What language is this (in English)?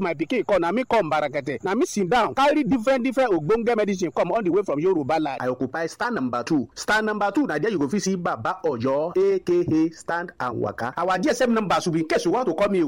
Nigerian Pidgin